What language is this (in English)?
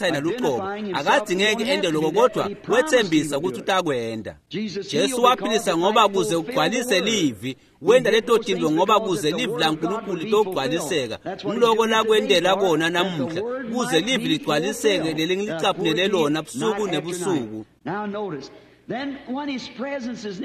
Swati